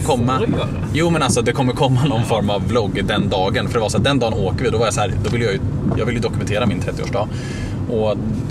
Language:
Swedish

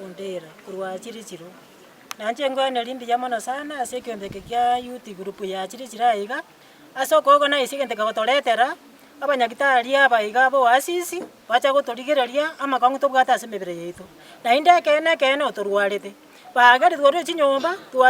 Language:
Gusii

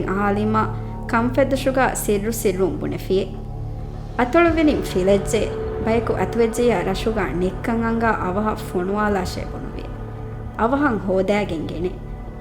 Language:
Divehi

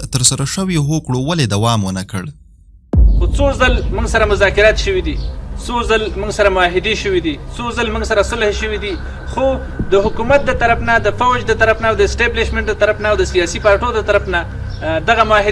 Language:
Pashto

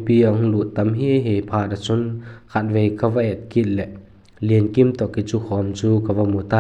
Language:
Vaiphei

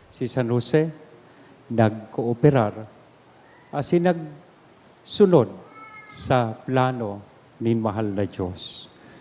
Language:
Bikol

